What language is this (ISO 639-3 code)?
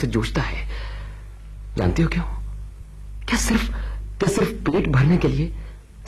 hin